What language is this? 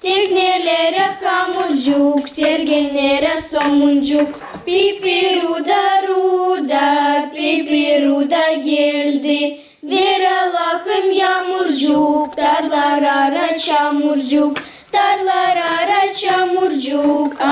Gagauz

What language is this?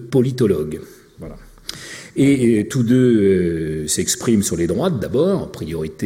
French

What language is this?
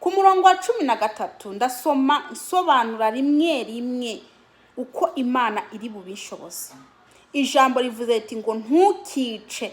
Kinyarwanda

